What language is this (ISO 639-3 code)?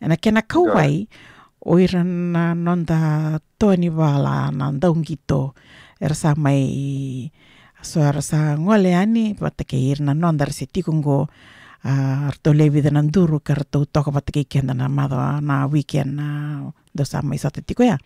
fij